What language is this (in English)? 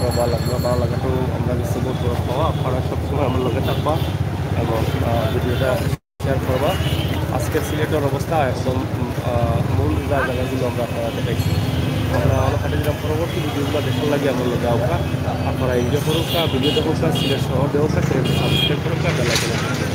Sylheti